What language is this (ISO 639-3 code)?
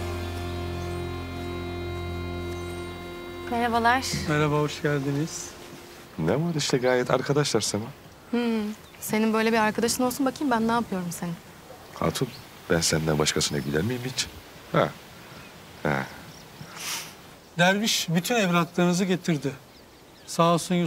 tur